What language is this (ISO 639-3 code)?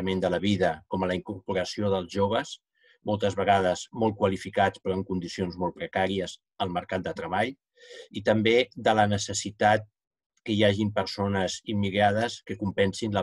cat